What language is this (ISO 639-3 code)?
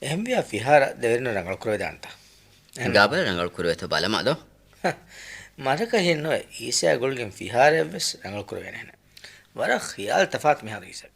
div